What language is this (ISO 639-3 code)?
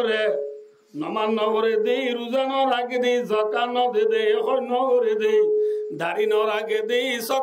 rhg